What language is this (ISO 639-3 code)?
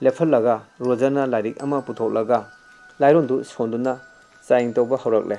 mni